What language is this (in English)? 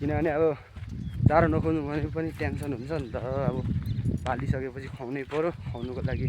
Nepali